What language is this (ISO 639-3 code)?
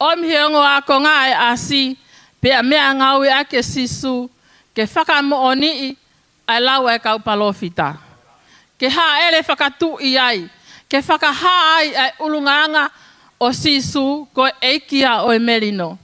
ton